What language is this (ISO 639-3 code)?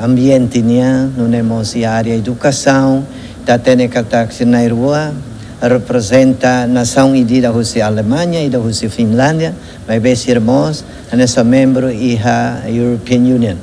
tet